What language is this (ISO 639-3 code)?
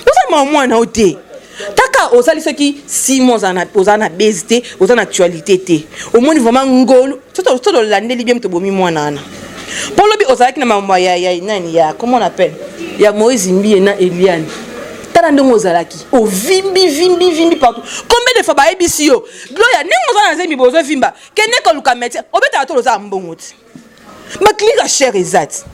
lin